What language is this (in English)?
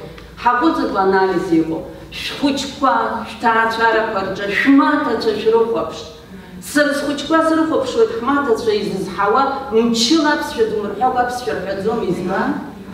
Abkhazian